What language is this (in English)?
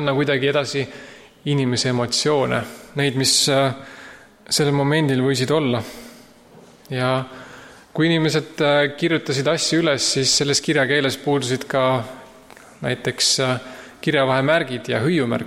Estonian